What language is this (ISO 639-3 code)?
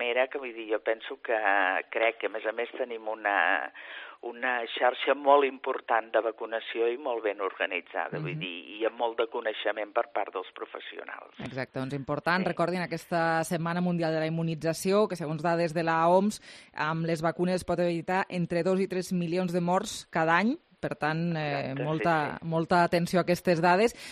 cat